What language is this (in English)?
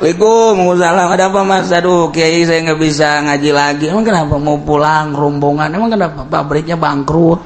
Sundanese